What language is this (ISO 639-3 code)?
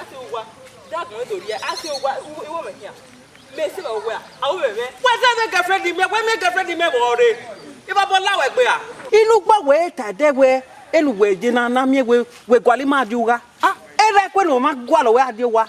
bin